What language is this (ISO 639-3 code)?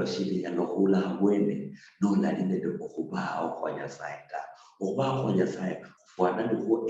luy